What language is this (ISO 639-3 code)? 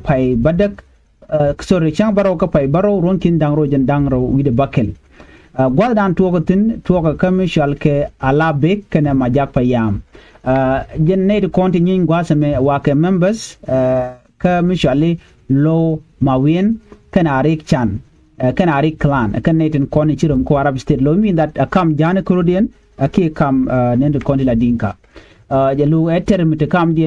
nus